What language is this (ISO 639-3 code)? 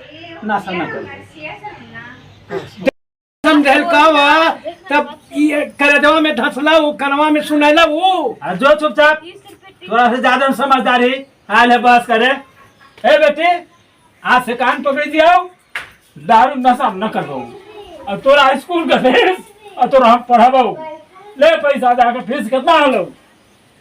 mag